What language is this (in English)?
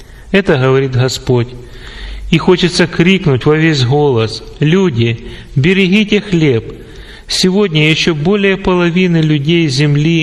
Russian